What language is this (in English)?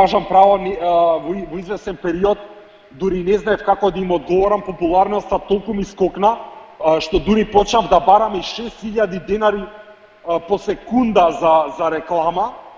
Macedonian